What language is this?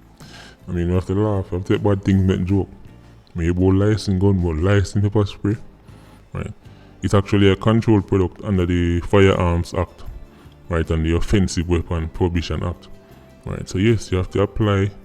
Jamaican Creole English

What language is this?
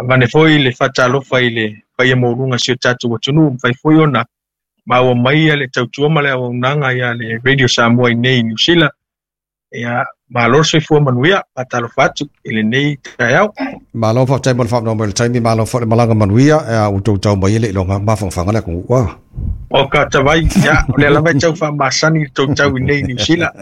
Samoan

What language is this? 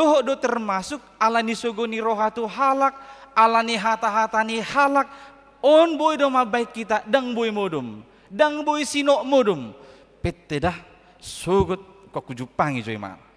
Batak Toba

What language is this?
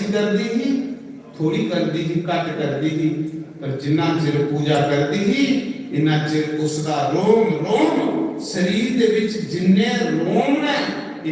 Dogri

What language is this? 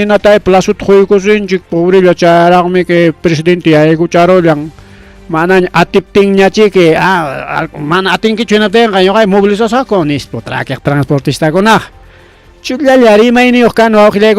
Ayacucho Quechua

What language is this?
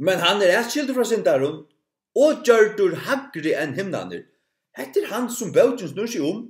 Faroese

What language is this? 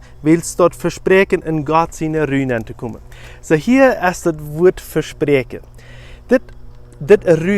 Plautdietsch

